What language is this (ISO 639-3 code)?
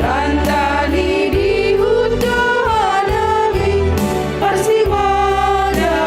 bts